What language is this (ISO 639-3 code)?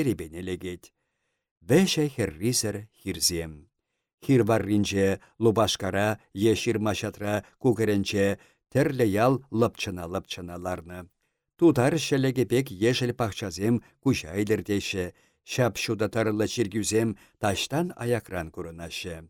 chv